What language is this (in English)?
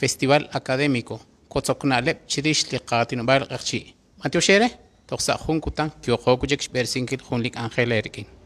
Kekchí